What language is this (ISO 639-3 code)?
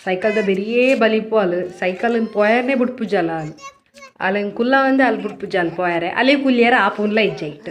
tcy